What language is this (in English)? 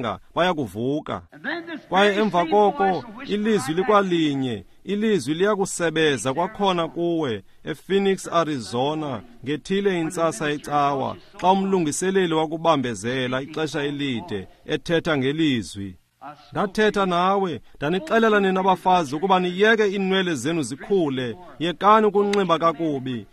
Xhosa